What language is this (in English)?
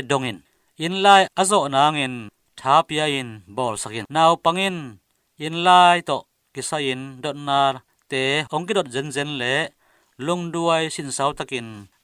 Tedim Chin